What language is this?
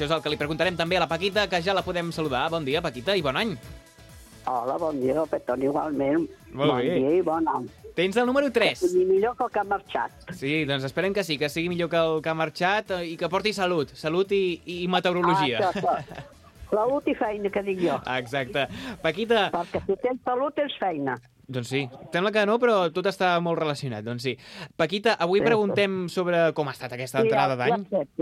Catalan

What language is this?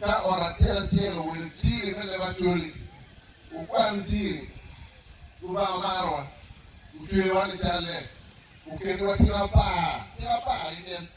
Acoli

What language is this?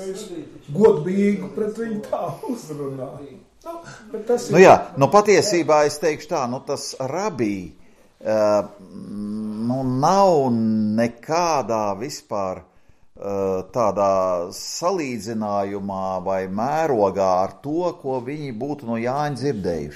Latvian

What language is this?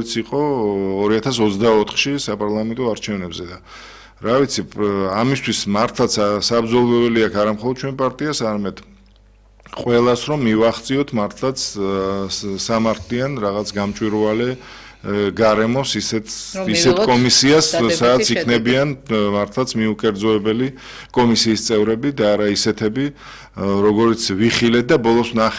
Georgian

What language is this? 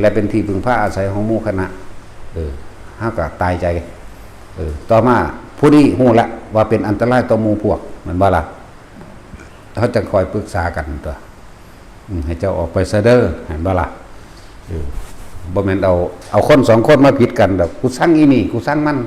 Lao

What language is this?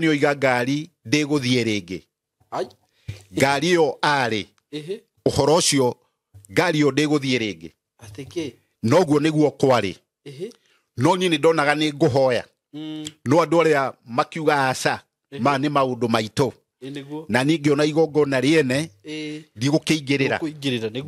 Kikuyu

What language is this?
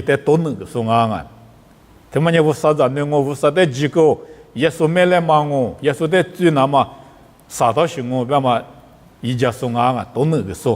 Lisu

